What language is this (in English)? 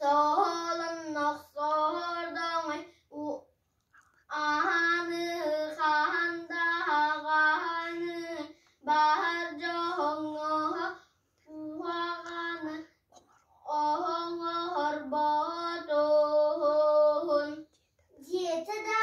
Yakut